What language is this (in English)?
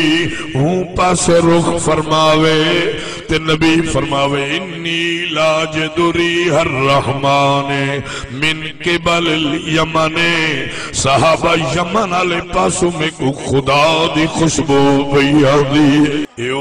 Saraiki